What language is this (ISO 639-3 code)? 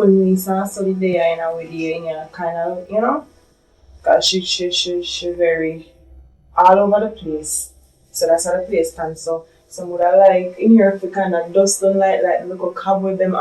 jam